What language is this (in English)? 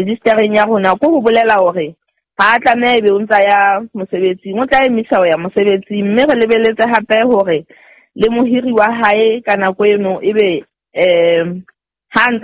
Southern Sotho